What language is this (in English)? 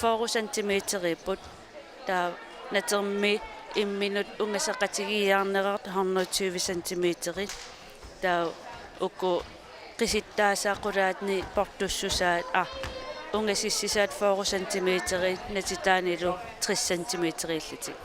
Kalaallisut